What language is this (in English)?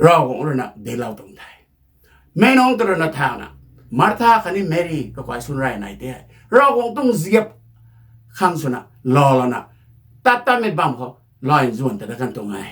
Rongmei Naga